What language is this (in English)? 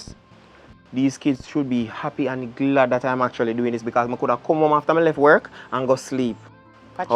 Jamaican Creole English